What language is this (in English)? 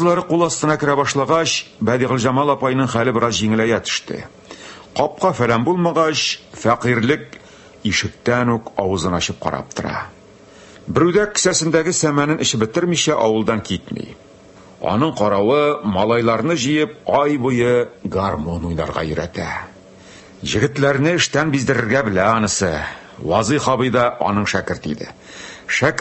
Tatar